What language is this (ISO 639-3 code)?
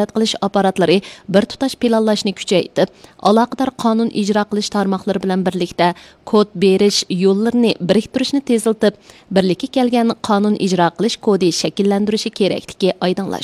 uig